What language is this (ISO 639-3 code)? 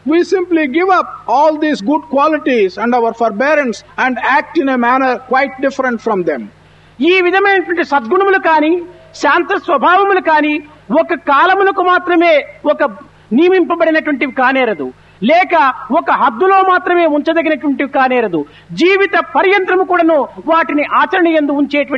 tel